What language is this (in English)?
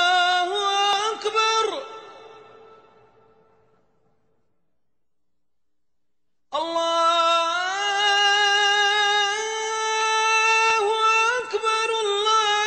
Bosnian